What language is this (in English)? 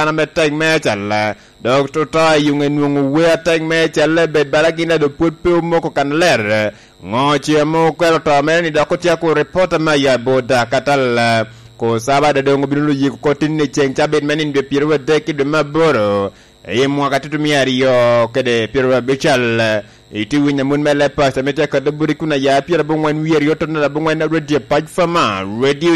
Lango (Uganda)